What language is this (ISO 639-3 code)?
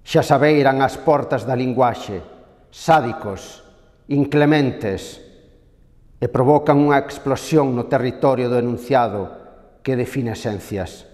glg